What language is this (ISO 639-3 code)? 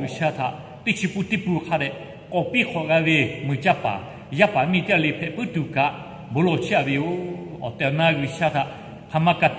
lhu